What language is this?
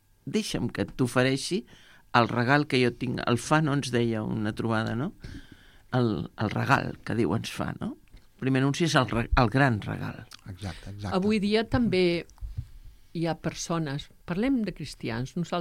Catalan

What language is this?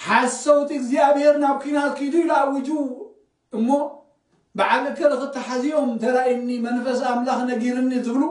Tigrinya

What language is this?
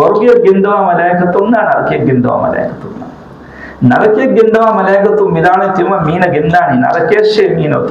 Divehi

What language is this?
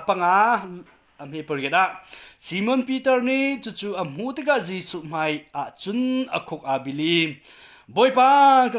Hakha Chin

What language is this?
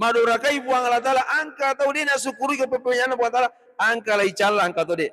Buginese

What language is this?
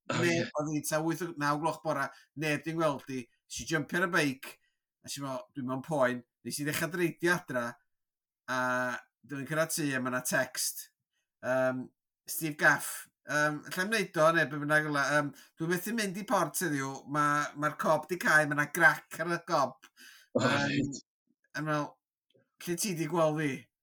Welsh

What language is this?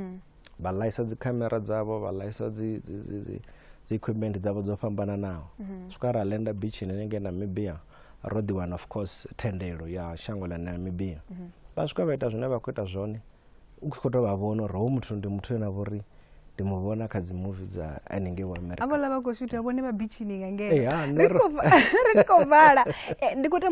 Venda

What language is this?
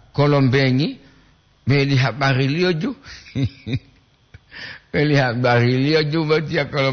Gorontalo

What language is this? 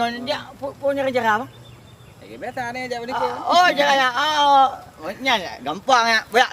Achinese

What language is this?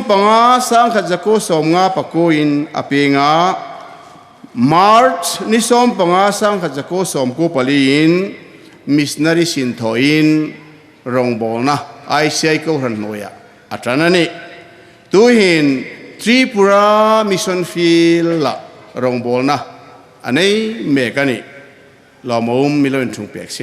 Hmar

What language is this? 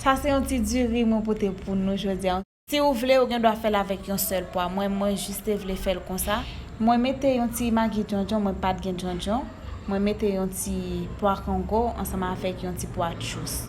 Haitian Creole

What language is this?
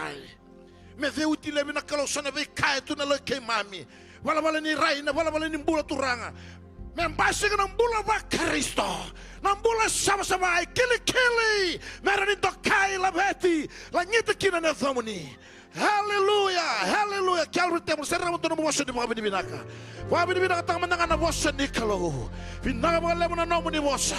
Fijian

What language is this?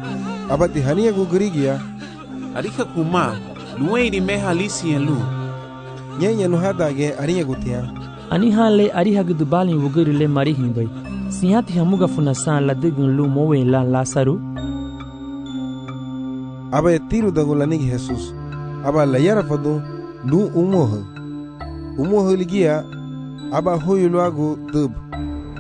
Garifuna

